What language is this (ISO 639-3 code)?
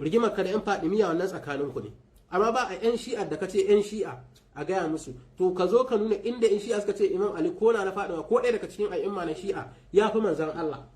hau